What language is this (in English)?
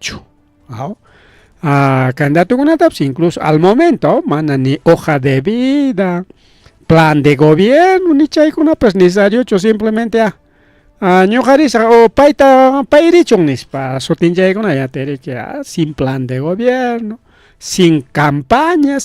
Ayacucho Quechua